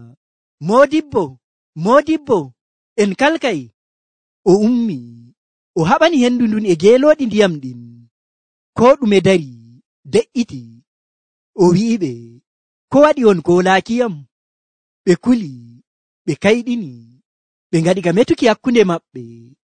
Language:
Nigerian Fulfulde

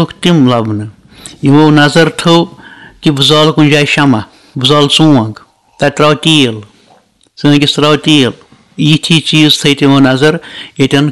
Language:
Kashmiri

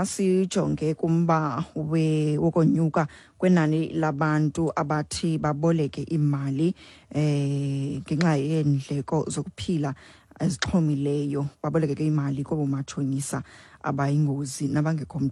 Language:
Xhosa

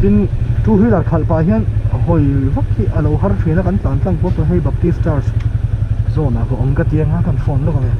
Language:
Mizo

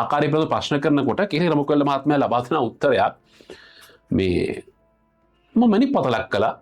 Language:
Sinhala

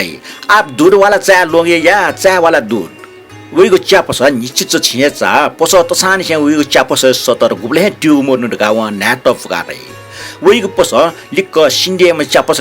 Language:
Newari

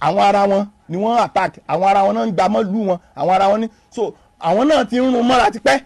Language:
Yoruba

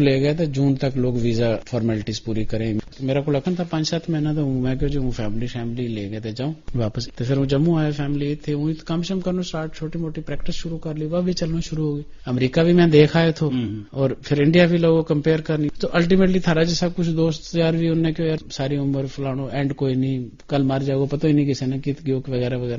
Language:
Gujari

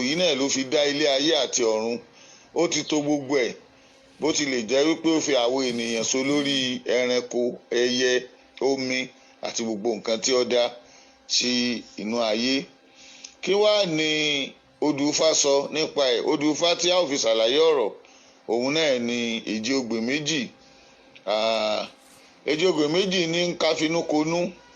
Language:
Yoruba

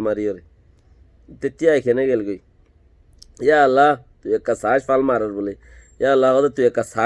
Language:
Rohingya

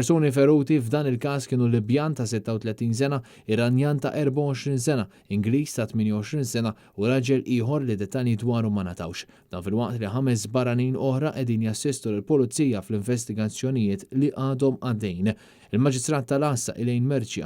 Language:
Maltese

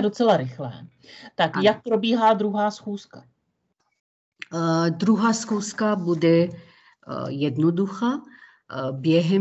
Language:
Czech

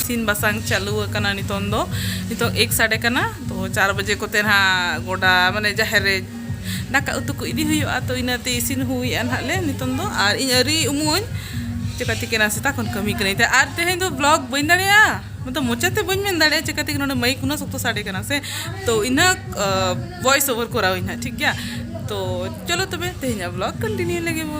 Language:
Santali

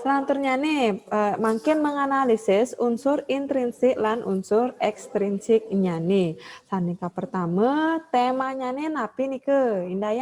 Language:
Balinese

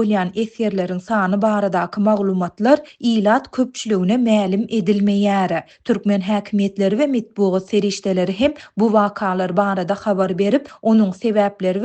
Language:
Turkmen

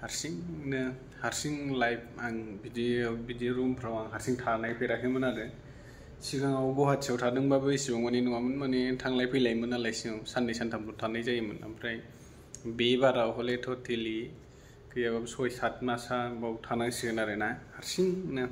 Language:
Bodo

